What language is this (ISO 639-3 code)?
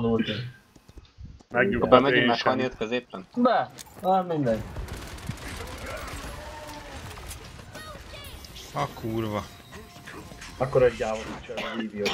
hun